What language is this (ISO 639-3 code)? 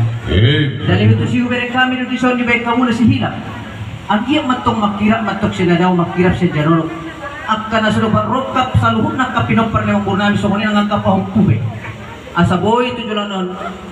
bbc